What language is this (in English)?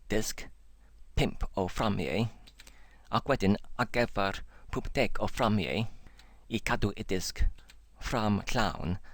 Welsh